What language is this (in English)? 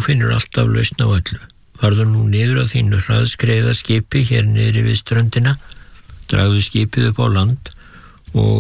Icelandic